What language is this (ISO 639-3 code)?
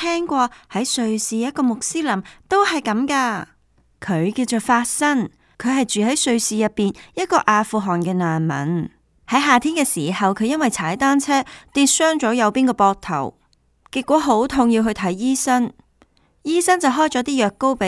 yue